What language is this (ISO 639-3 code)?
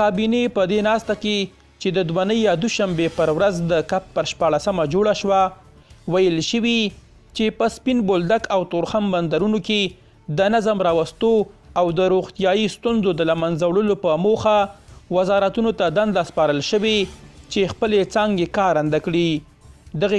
pus